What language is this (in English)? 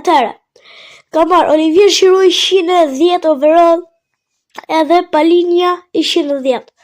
Albanian